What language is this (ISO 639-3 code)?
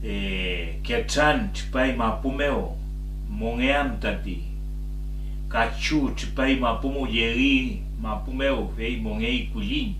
arn